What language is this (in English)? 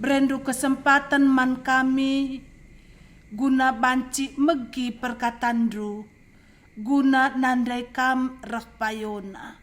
Batak Karo